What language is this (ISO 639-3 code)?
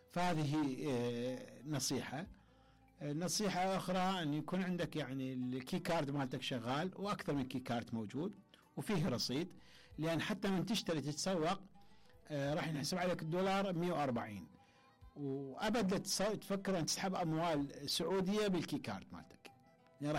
acm